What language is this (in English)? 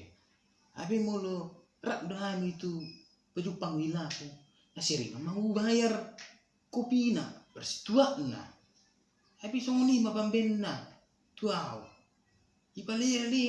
Batak Toba